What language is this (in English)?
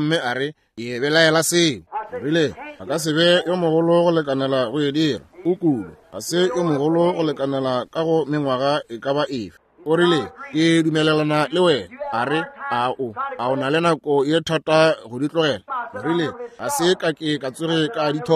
Northern Sotho